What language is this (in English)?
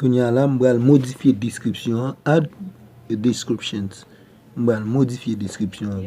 Haitian Creole